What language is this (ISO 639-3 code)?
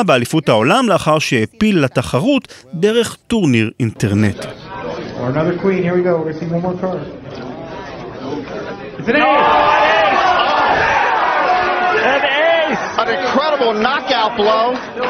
heb